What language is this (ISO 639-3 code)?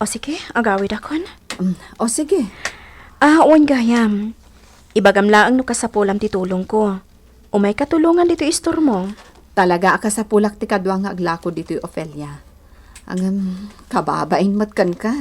ilo